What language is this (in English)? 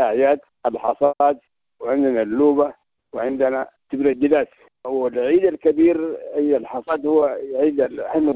Sudanese Arabic